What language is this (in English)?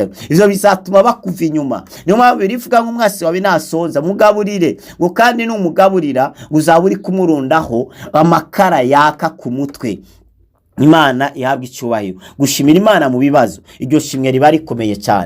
Rundi